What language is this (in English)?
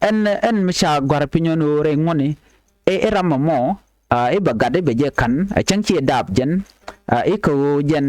Nuer